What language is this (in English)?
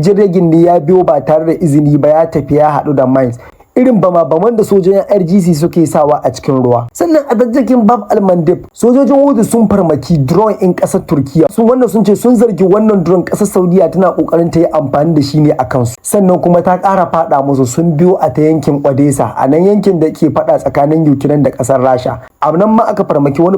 Hausa